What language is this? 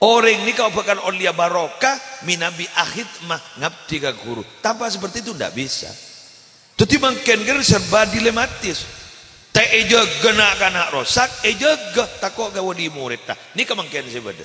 Madurese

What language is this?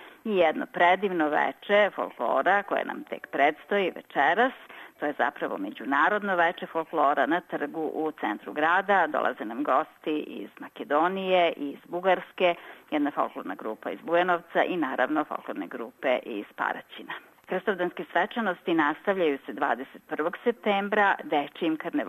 Serbian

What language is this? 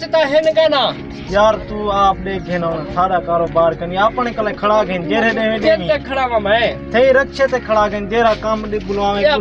Saraiki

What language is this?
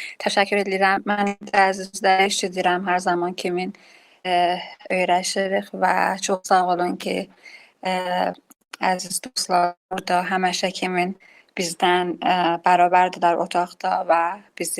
South Azerbaijani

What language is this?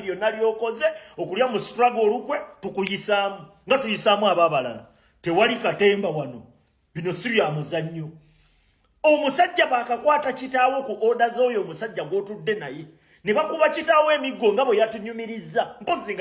Ganda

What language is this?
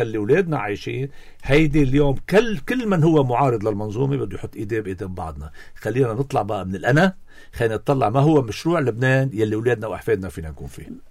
North Levantine Arabic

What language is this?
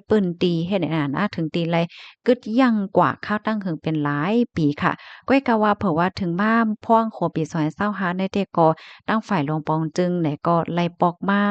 Shan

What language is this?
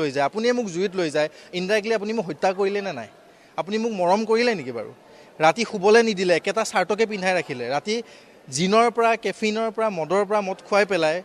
Assamese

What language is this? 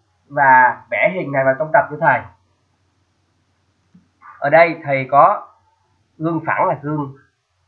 Vietnamese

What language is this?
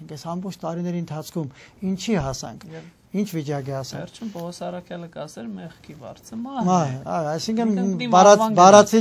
Armenian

